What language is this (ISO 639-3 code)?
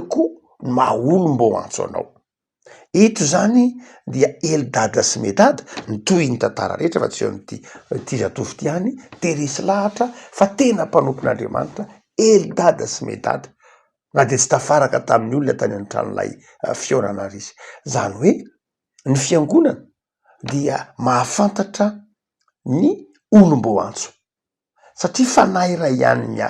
mlg